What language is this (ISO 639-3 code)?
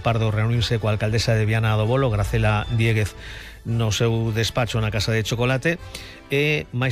glg